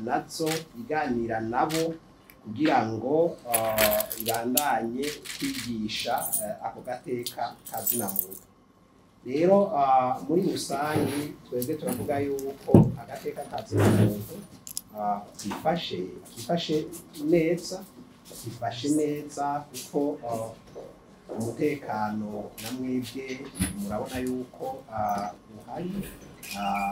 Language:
Rundi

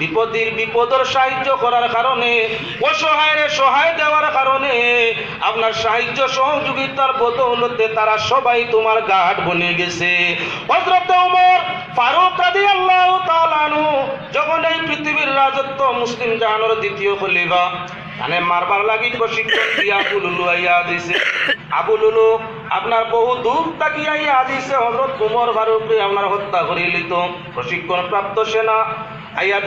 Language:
Sylheti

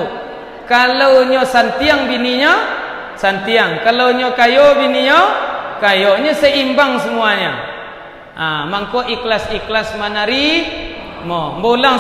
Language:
Minangkabau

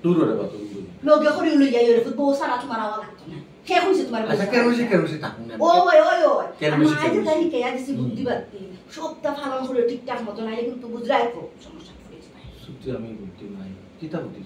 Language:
Sylheti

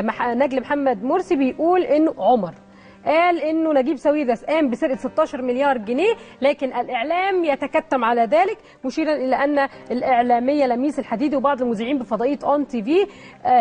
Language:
Egyptian Arabic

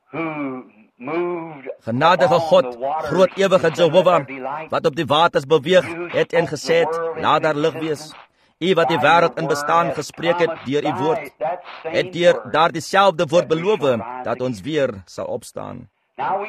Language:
Afrikaans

